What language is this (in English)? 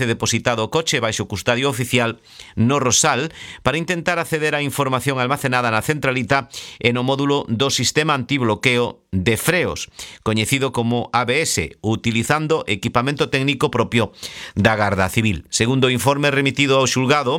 Galician